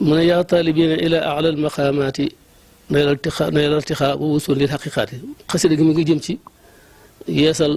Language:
Wolof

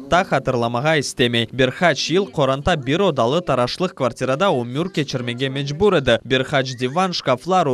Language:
Crimean Tatar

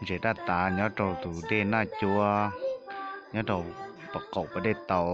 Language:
Hmong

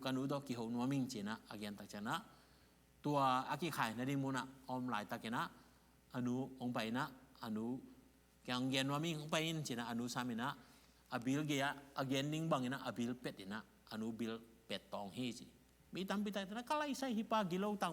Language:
Tedim Chin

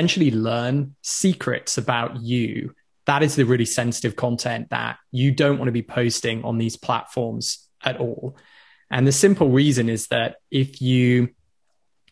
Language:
English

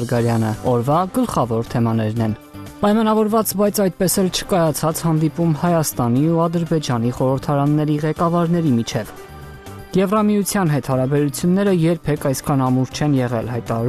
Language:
Armenian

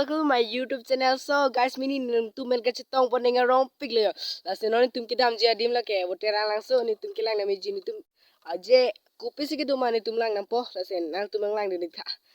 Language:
Karbi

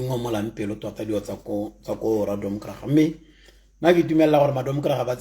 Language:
Tswana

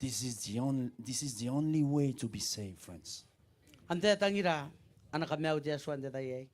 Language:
Gilbertese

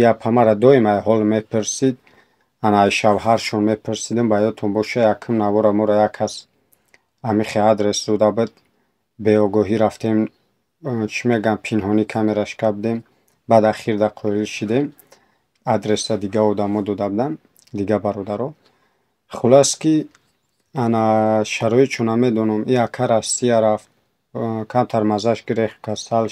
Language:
Tajik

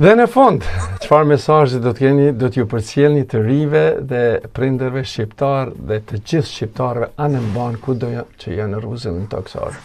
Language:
Albanian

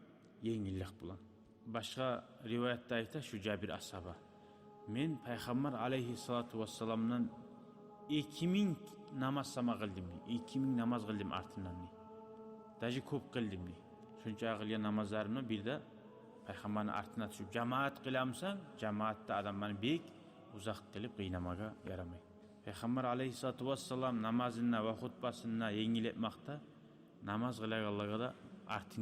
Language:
Kumyk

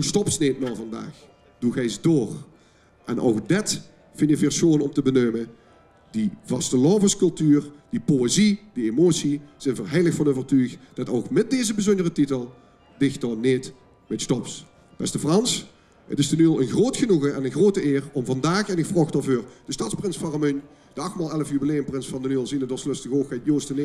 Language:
Limburgish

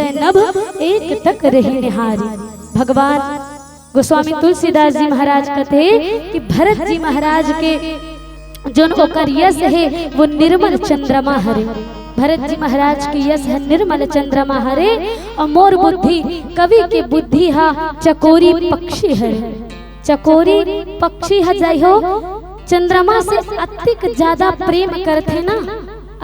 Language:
Chhattisgarhi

